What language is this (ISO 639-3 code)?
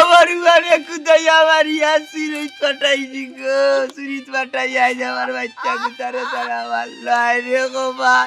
syl